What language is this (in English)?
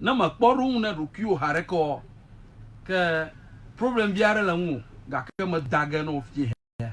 Ewe